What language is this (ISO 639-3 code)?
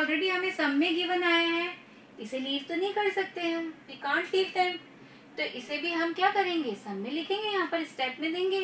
hin